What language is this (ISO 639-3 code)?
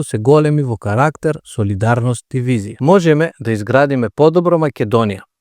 mkd